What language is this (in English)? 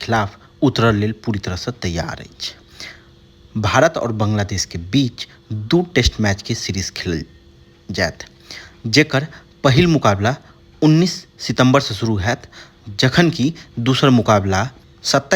Maithili